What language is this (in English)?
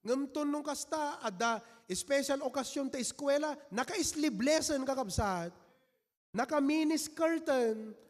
Iloko